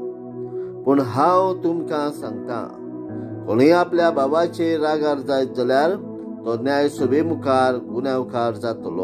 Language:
Konkani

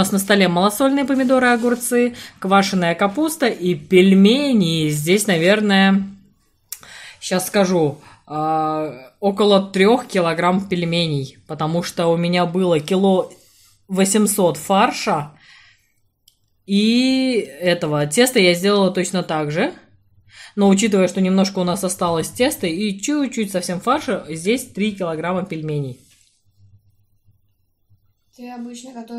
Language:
Russian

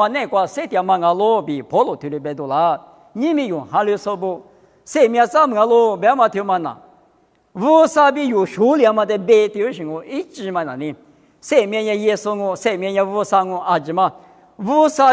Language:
Lisu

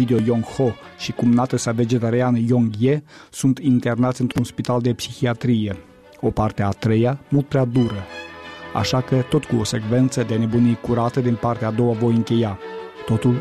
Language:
Romanian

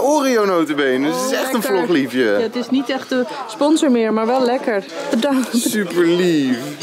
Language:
Dutch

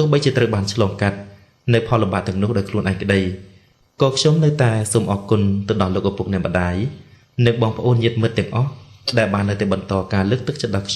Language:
Khmer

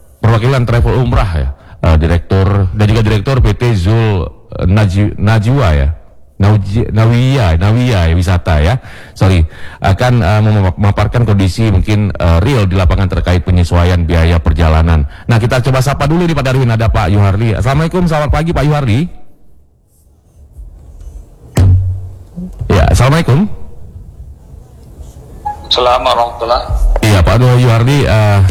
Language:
Indonesian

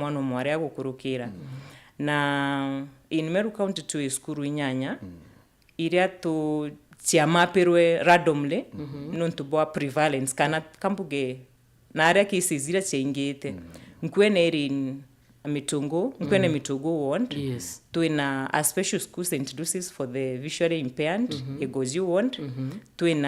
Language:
Meru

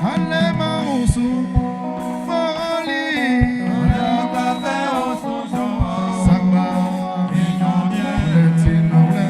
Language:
Baoulé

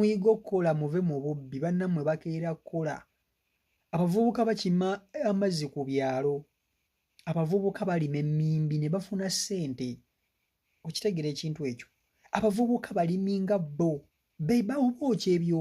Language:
Ganda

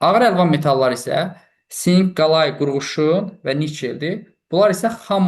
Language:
Azerbaijani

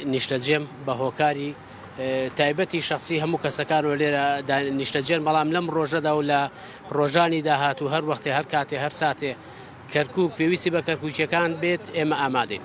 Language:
Central Kurdish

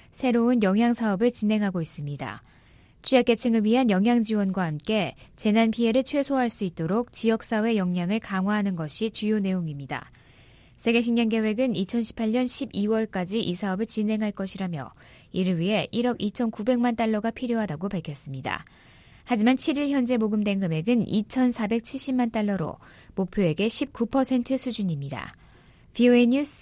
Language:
Korean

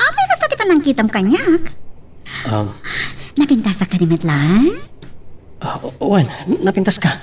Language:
Iloko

